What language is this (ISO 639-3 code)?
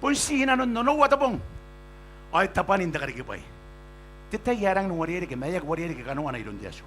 gil